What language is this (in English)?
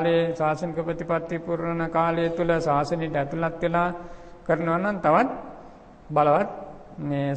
Sinhala